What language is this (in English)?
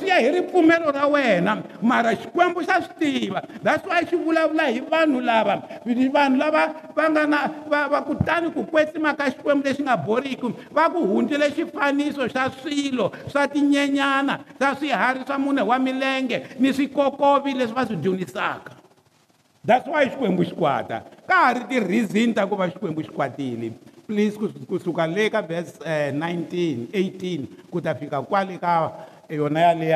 Tsonga